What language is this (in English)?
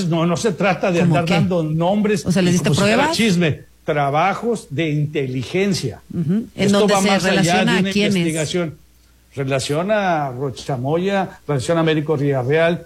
Spanish